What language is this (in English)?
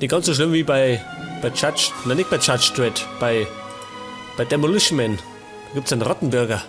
Bavarian